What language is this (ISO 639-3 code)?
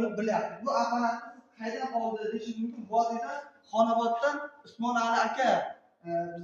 uzb